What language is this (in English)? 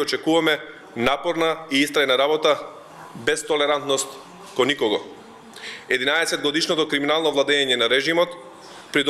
Macedonian